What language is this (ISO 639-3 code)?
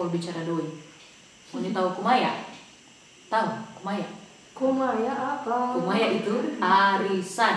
xmm